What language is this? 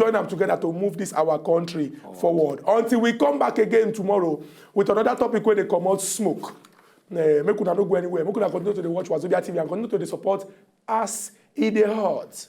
Nigerian Pidgin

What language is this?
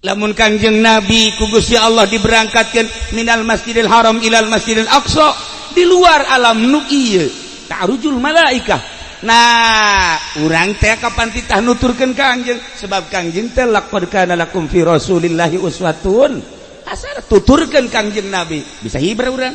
Sundanese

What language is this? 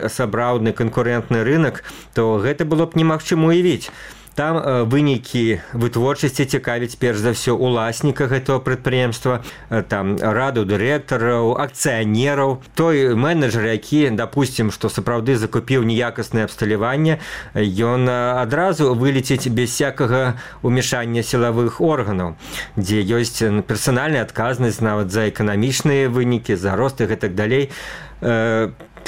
Belarusian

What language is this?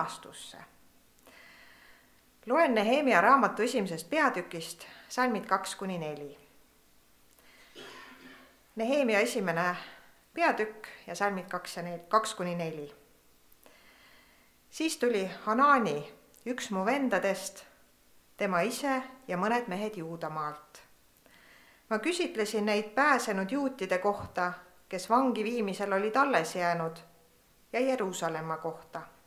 Estonian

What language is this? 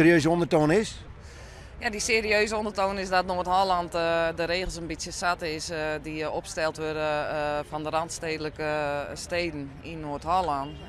Western Frisian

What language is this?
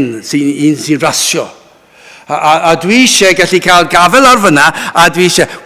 Welsh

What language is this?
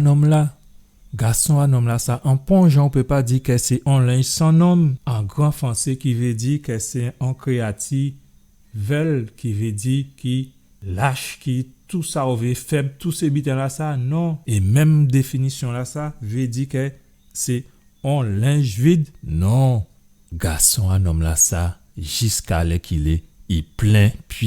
Guadeloupean Creole French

